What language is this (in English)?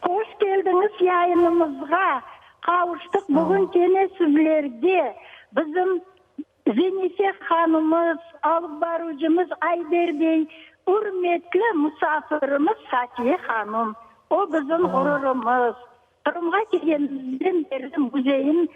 Crimean Tatar